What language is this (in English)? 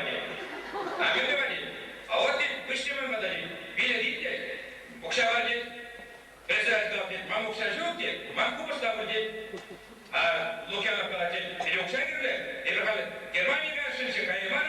Chuvash